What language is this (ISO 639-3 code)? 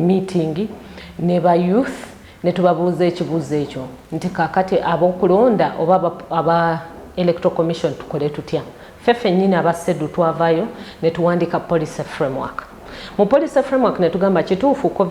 lug